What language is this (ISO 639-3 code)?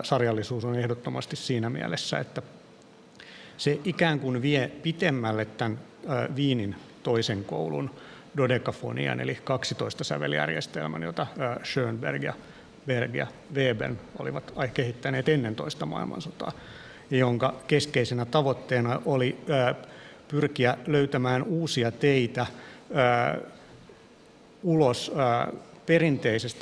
fin